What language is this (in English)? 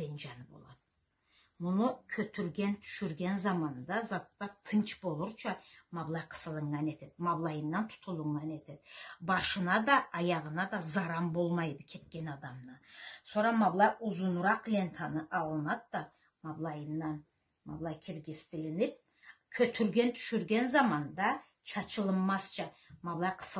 Karachay-Balkar